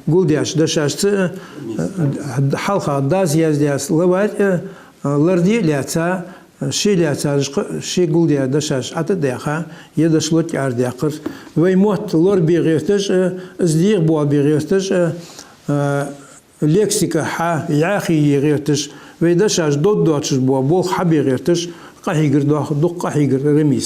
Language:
Ingush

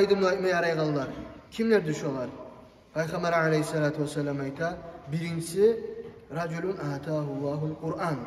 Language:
Kumyk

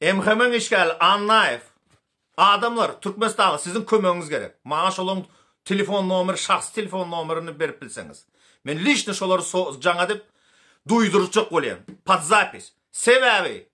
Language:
Turkmen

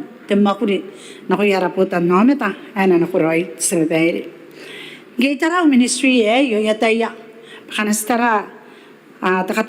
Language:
Gilbertese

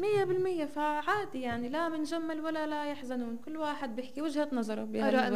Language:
North Levantine Arabic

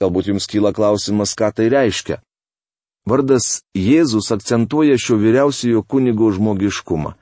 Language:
Lithuanian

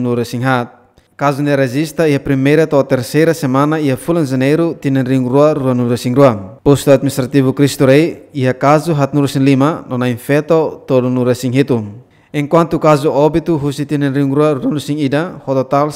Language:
Tetum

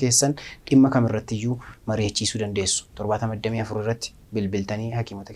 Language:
Oromo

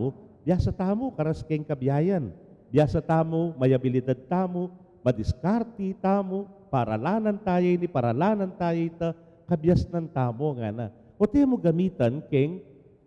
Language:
Pampanga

